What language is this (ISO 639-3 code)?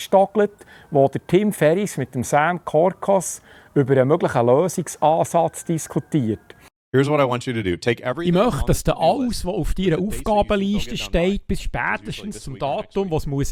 gsw